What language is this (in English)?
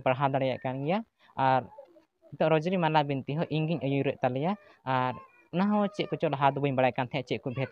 Santali